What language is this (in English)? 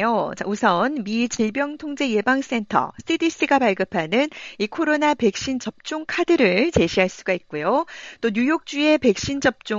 Korean